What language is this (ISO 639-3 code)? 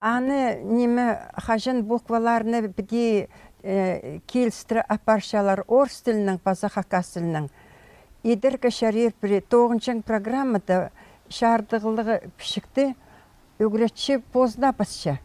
kjh